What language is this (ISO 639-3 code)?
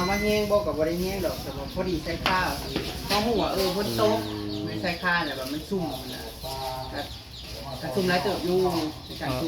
tts